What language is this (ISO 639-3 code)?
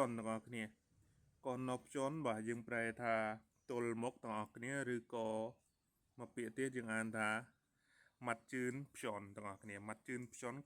khm